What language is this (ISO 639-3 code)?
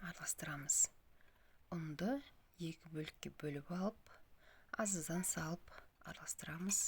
kaz